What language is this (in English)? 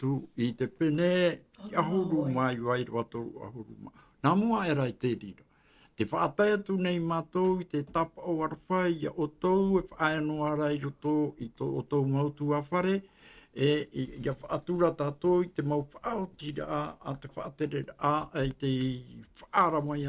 Tahitian